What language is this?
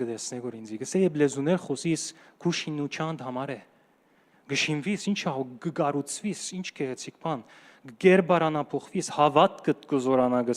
Western Armenian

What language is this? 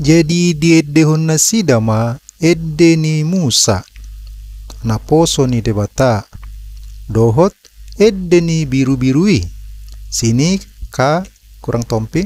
Batak Toba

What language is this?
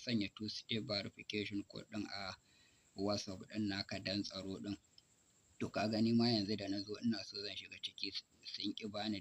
Hausa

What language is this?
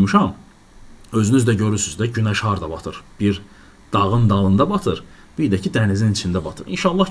Azerbaijani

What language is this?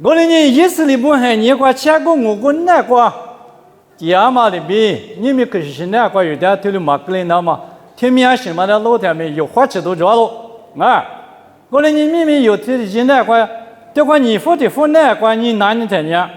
Lisu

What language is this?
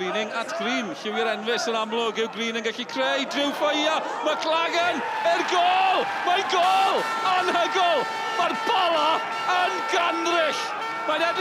Welsh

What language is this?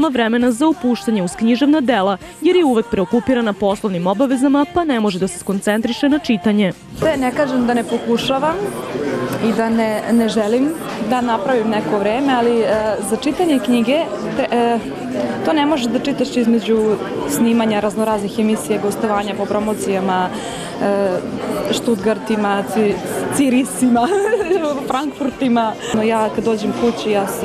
Serbian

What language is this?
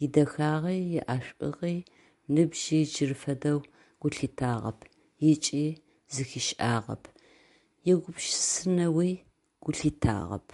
Adyghe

